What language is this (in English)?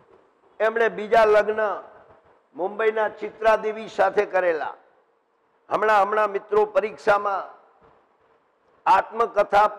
Gujarati